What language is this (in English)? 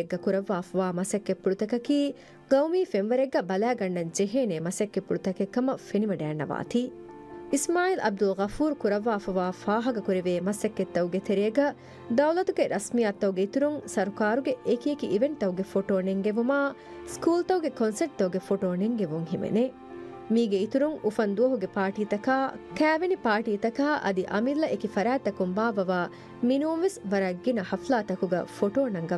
Divehi